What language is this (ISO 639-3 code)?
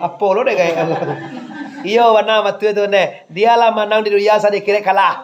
min